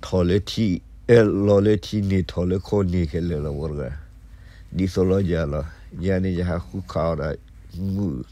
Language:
S'gaw Karen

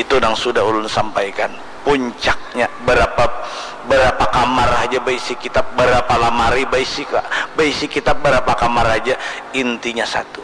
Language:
Banjar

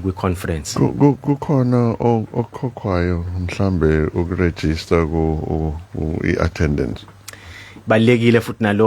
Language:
Zulu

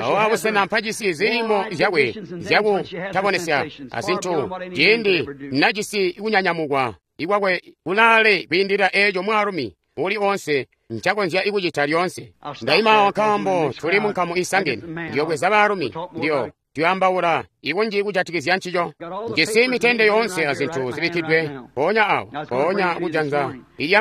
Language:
Tonga (Zambia)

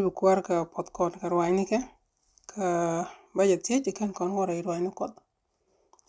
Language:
Nuer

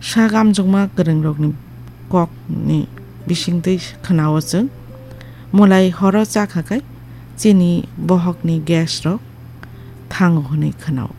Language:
Kok Borok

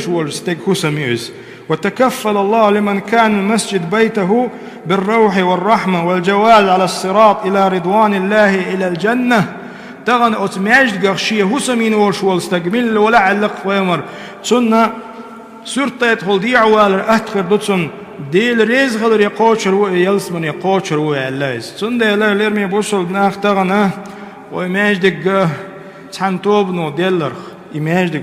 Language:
Chechen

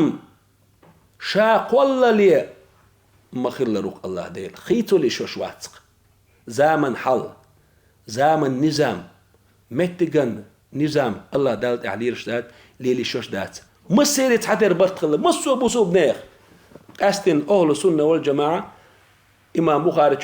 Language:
Chechen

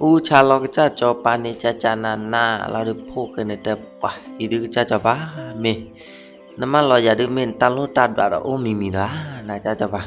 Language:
S'gaw Karen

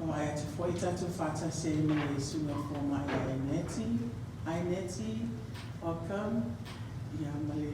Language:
Samoan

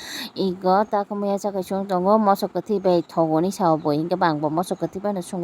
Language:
Kok Borok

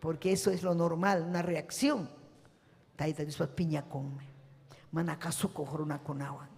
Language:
Ayacucho Quechua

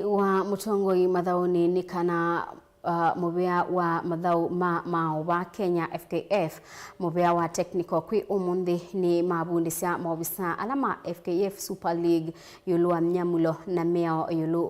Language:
Kamba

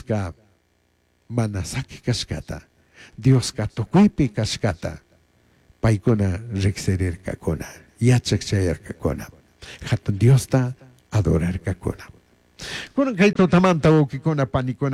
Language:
Chimborazo Highland Quichua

